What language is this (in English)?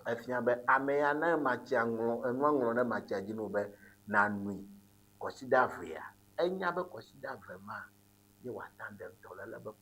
Ewe